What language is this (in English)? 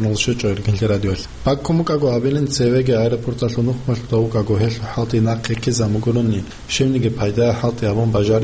Avaric